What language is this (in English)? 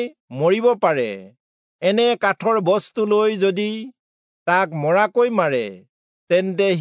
Assamese